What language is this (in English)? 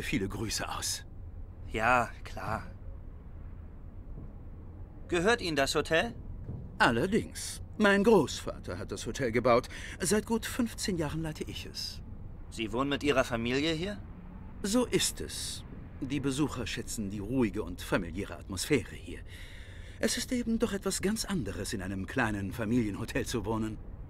German